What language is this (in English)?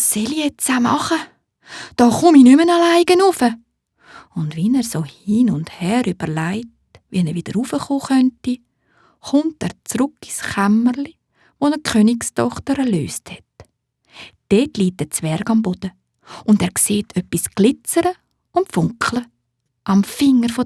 Swiss German